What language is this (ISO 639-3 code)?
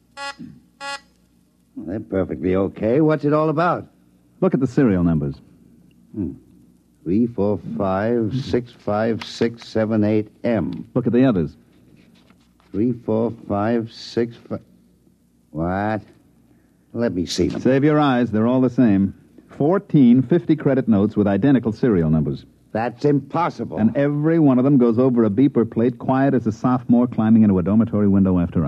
eng